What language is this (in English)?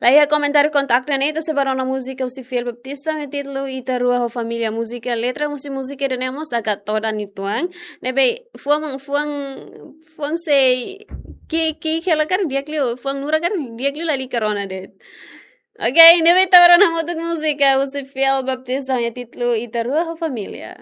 Tetum